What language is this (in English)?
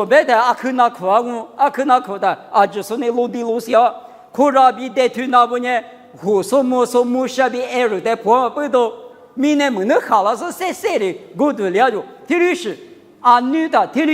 Lisu